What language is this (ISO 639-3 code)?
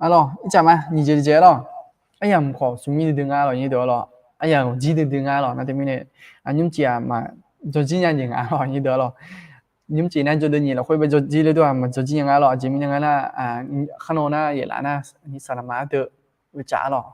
ahk